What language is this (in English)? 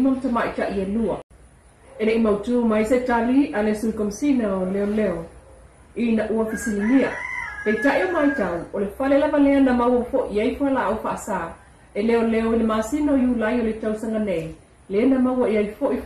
Samoan